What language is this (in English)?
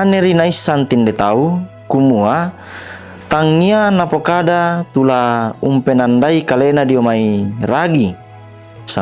Toraja-Sa'dan